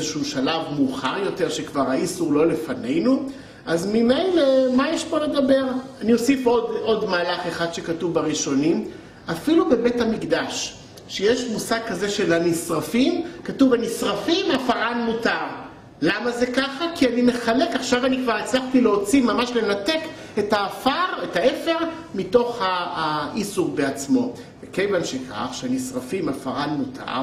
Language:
Hebrew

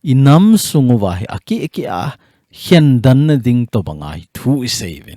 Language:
Thado Chin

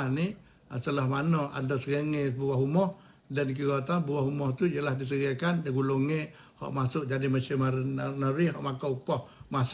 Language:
Malay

